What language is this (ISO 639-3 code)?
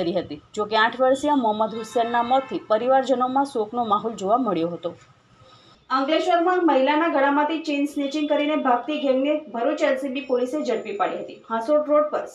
guj